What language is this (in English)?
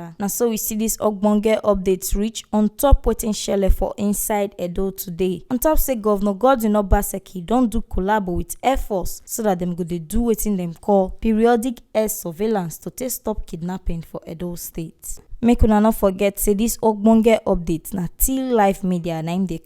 Nigerian Pidgin